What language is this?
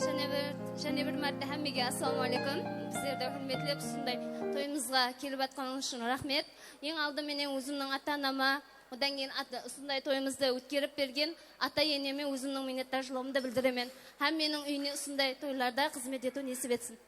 Kara-Kalpak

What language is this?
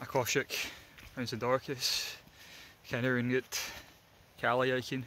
Scottish Gaelic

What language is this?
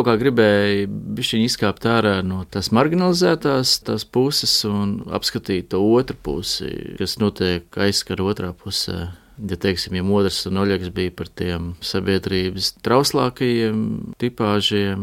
Latvian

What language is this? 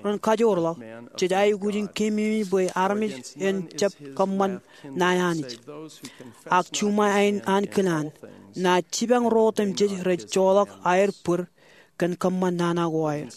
Marshallese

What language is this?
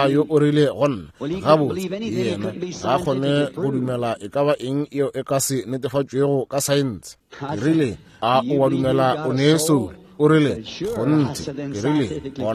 Northern Sotho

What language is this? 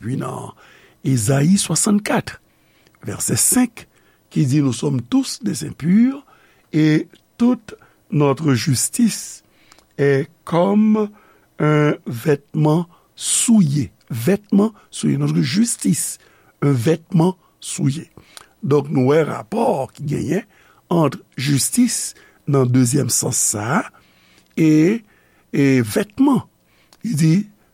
Haitian Creole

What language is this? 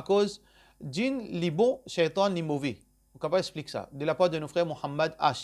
Morisyen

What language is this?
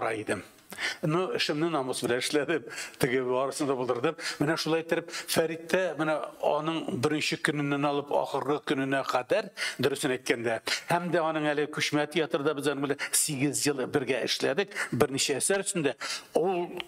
Tatar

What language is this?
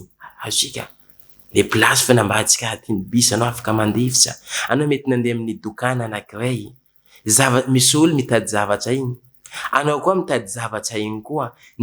Malagasy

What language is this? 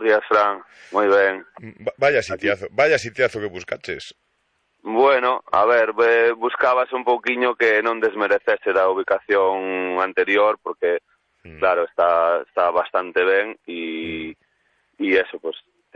Galician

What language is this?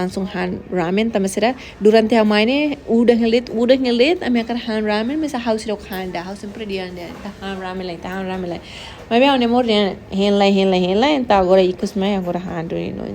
Tetum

